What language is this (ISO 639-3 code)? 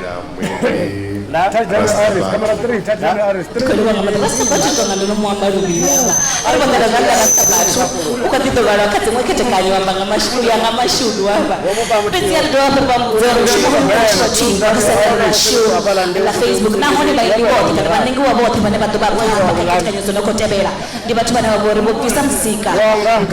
ven